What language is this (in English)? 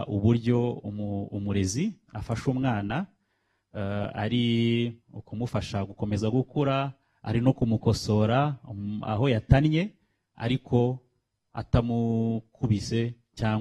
Kinyarwanda